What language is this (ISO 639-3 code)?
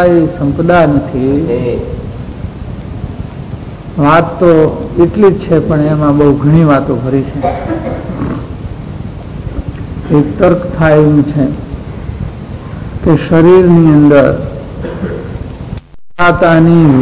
guj